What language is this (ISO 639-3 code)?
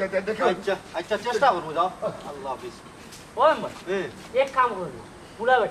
syl